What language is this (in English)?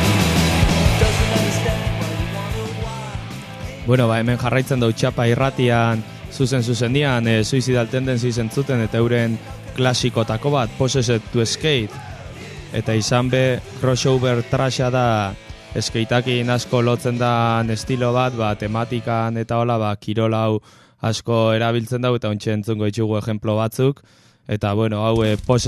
Basque